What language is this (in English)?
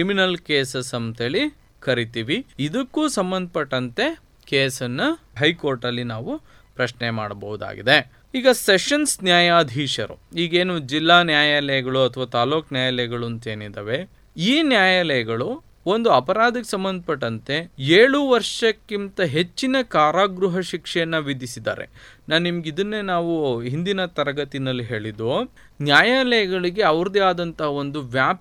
Kannada